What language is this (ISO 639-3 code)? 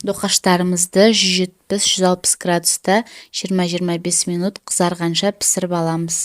kaz